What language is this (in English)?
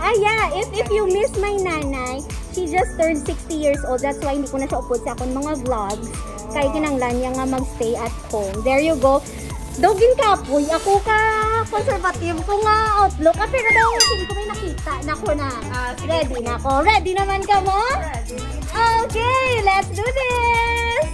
Hiligaynon